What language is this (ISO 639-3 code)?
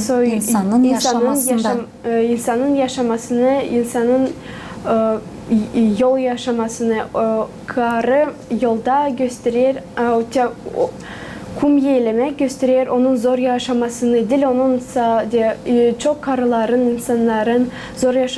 gag